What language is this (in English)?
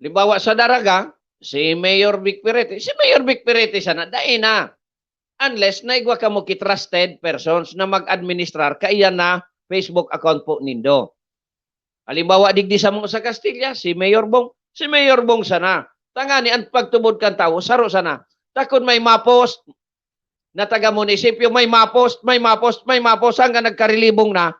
Bikol